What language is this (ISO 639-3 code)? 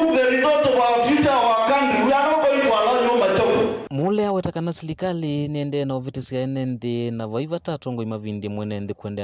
kam